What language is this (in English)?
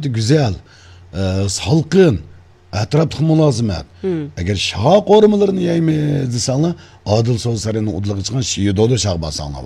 Uyghur